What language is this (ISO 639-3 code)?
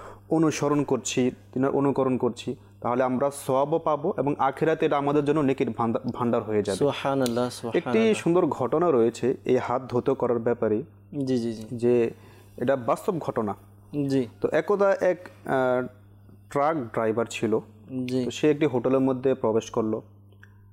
ben